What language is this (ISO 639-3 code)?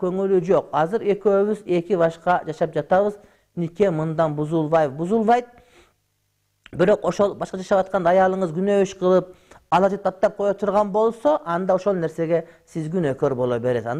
kir